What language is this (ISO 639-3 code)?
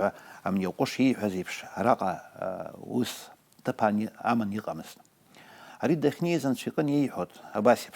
abk